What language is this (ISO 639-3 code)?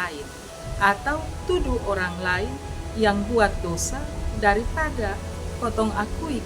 mkn